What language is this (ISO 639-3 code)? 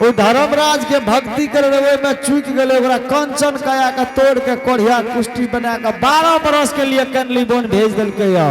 anp